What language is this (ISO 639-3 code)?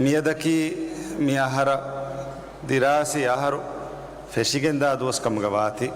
div